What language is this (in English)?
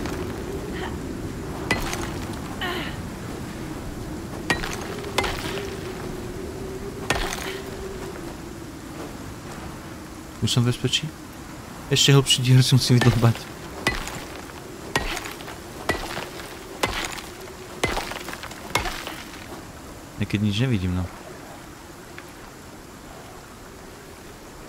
Slovak